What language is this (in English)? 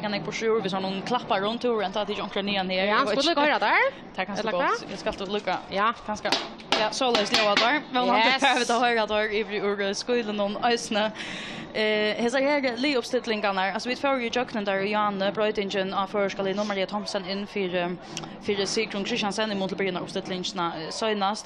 Faroese